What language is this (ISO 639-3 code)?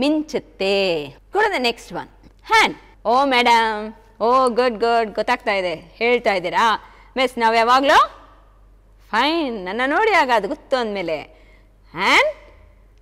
kan